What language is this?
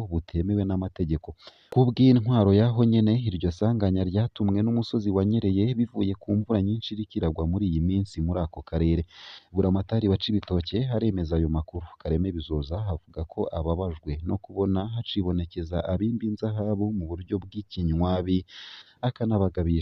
Rundi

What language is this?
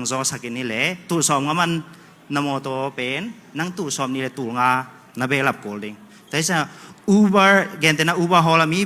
Tedim Chin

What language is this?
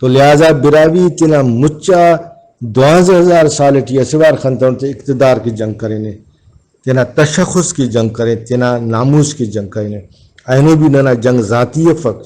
Brahui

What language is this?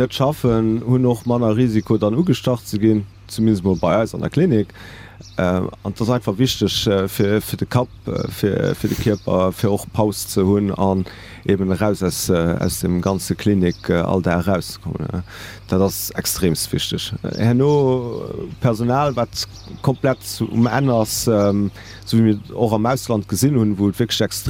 Luxembourgish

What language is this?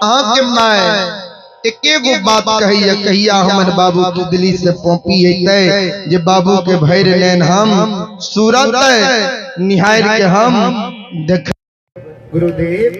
Maithili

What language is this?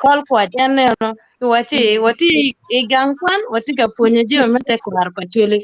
Acoli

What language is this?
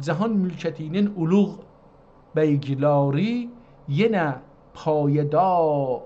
South Azerbaijani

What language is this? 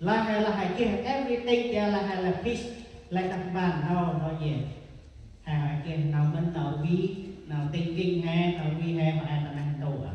Central Mnong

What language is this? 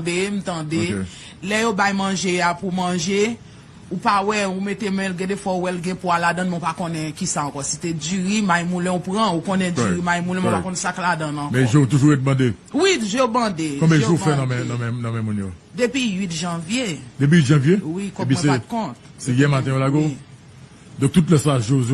Haitian Creole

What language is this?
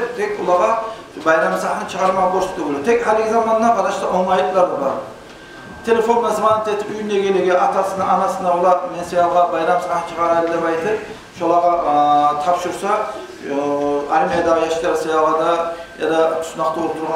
Kumyk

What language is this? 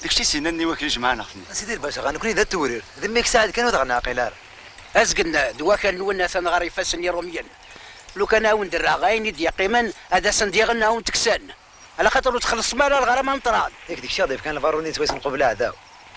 Kabyle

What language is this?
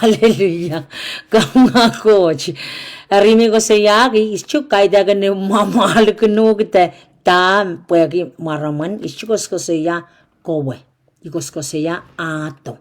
Pohnpeian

